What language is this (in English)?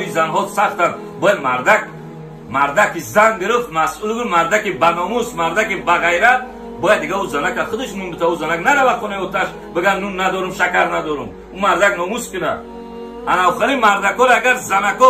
Tajik